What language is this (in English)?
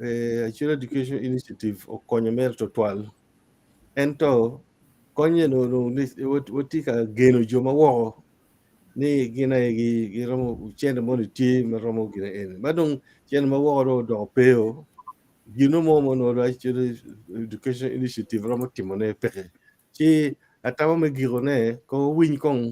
Acoli